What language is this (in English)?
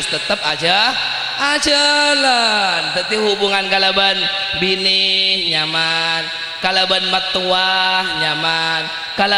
Madurese